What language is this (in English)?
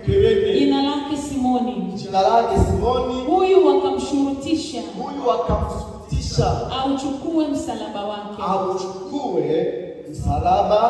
Swahili